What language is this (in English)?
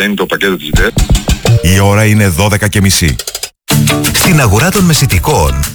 Greek